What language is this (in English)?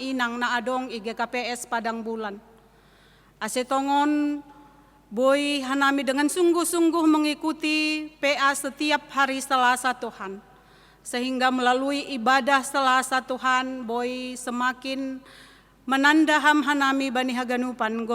Batak Simalungun